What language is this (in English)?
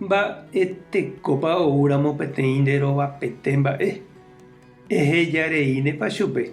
Guarani